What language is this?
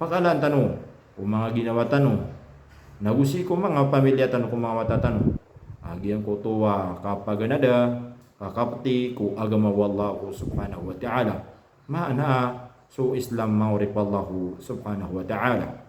Maranao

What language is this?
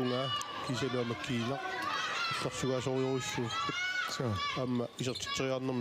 Kalaallisut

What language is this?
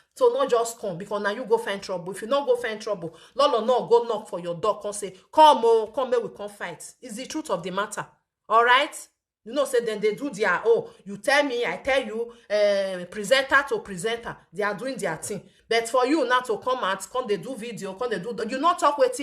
Nigerian Pidgin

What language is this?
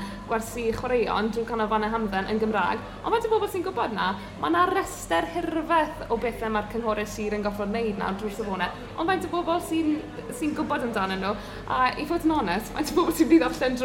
Welsh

